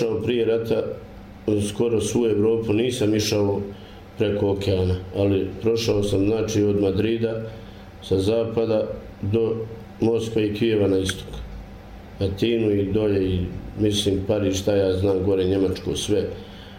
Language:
Bosnian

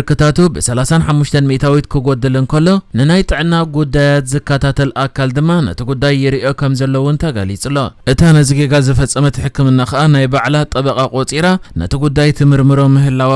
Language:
Tigrinya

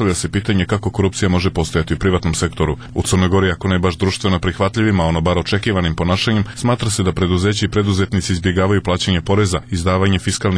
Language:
Serbian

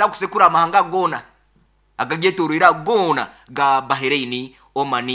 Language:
Nyankole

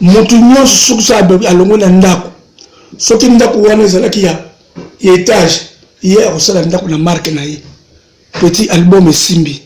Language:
Lingala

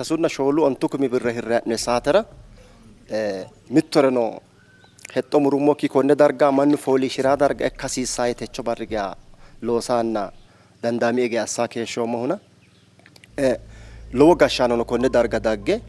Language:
Sidamo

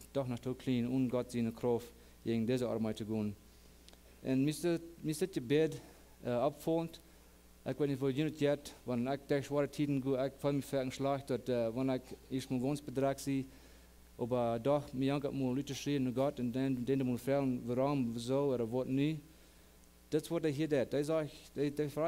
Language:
Plautdietsch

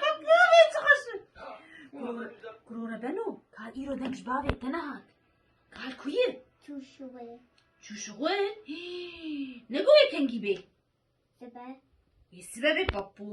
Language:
Kurdish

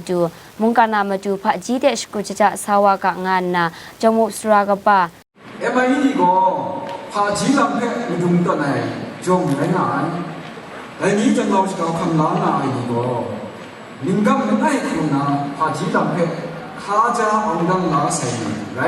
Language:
Kachin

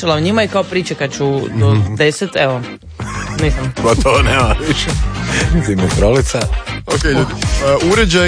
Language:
Croatian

